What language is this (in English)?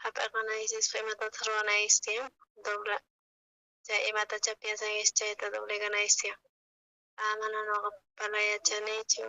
South Bolivian Quechua